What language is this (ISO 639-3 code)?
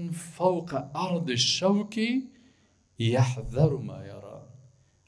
fas